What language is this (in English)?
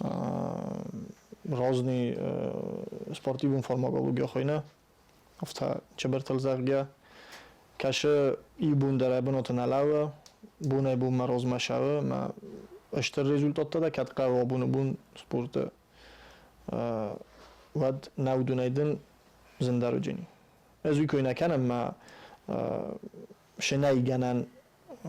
Ossetic